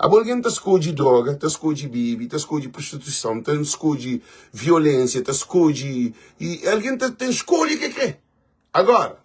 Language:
Kabuverdianu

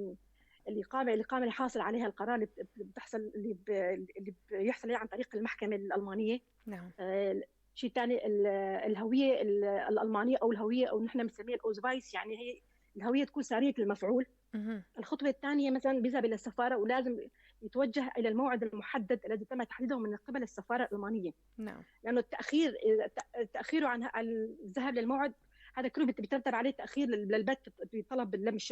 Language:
North Levantine Arabic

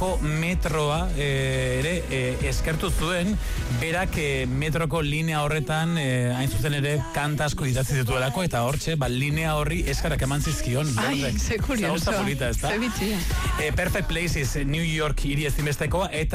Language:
Basque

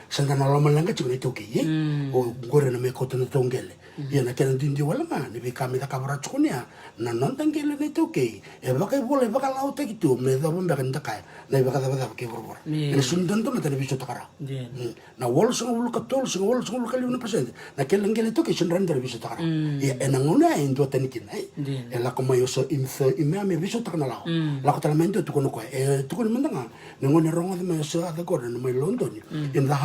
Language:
Fijian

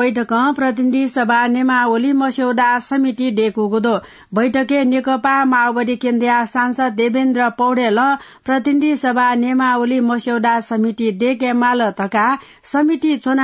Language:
Newari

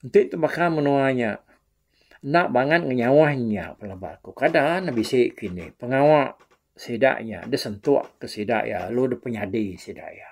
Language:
Iban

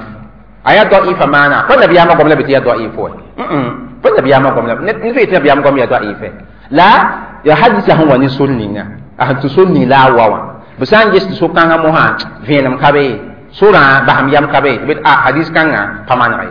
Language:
Mossi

